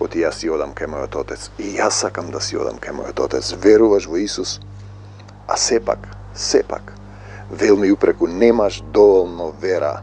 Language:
Macedonian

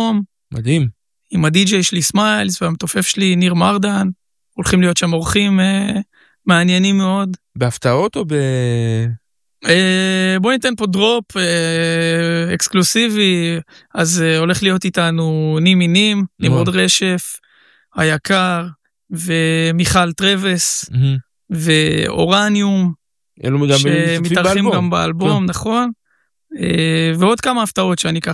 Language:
Hebrew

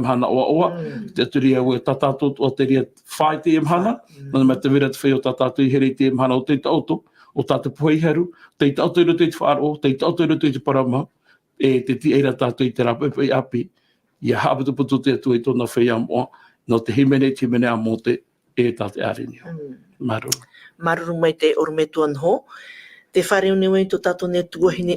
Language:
Tahitian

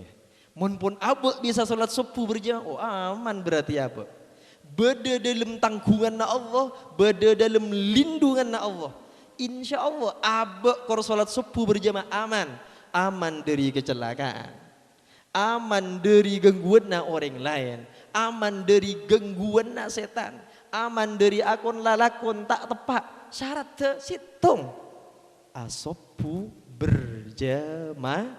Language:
Madurese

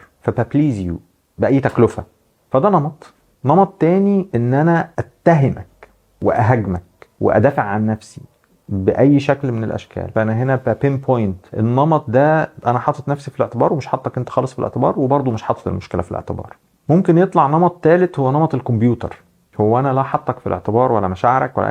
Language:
Egyptian Arabic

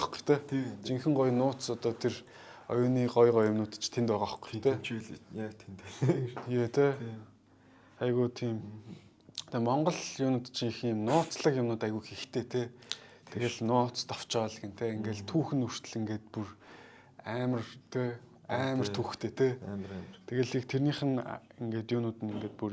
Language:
Mongolian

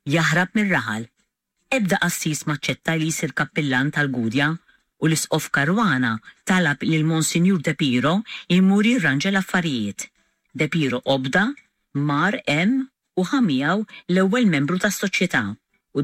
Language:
Maltese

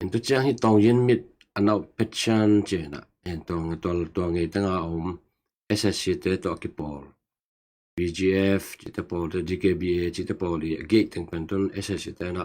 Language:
Tedim Chin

